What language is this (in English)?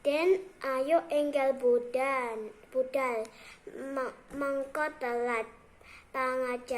Javanese